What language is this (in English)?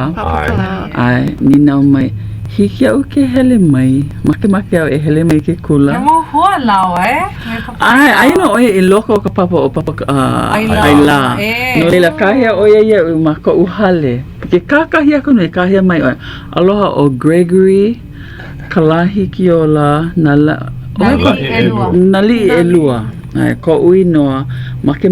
Hawaiian